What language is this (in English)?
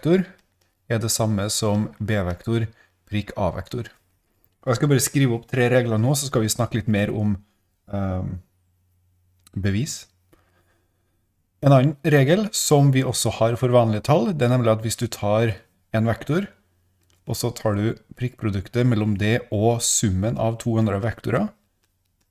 Norwegian